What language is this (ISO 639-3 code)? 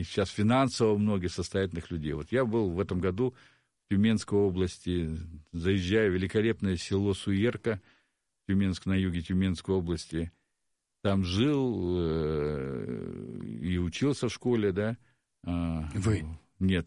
rus